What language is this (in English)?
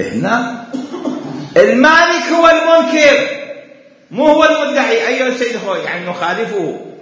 Mesopotamian Arabic